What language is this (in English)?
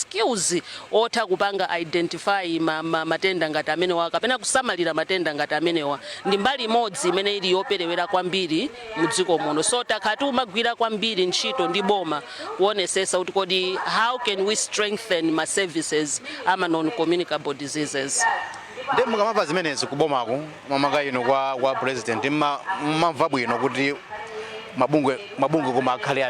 Nyanja